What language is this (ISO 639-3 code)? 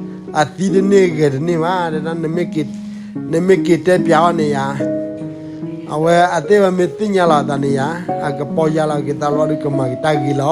ksw